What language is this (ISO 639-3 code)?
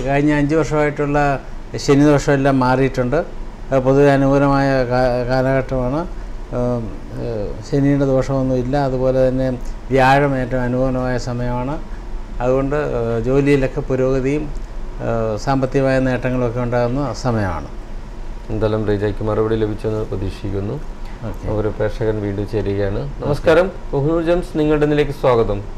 mal